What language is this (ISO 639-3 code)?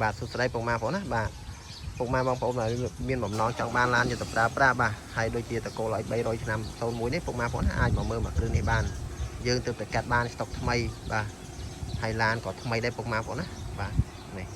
khm